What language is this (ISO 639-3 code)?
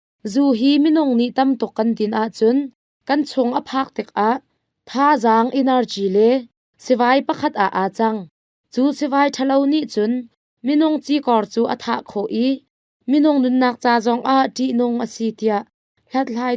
cnh